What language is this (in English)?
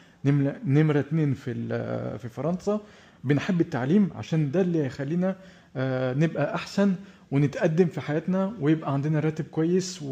Egyptian Arabic